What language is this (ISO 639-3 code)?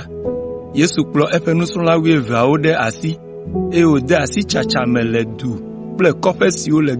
ewe